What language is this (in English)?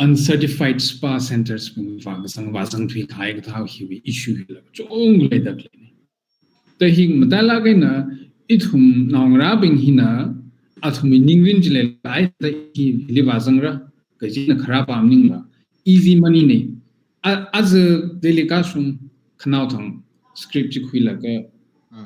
Tangkhul Naga (India)